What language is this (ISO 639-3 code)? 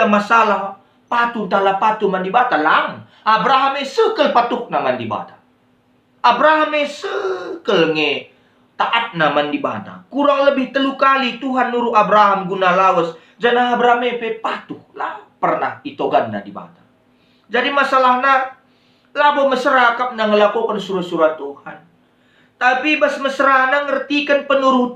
btx